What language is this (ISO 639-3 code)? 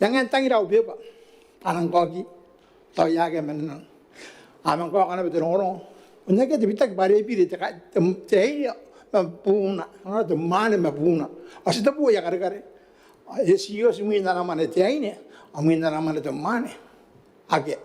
gil